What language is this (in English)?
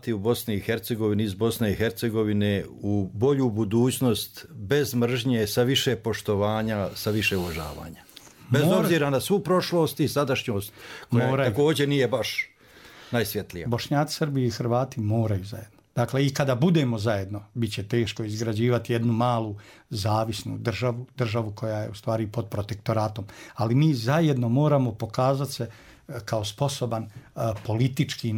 Bosnian